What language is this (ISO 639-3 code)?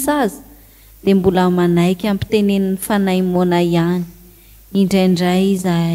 mlg